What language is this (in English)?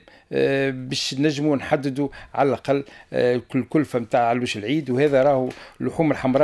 Tunisian Arabic